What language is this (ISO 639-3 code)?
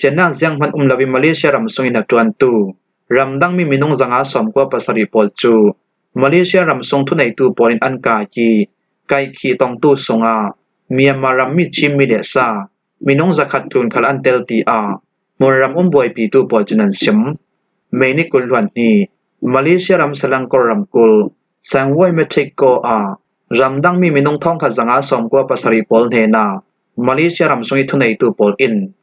cfm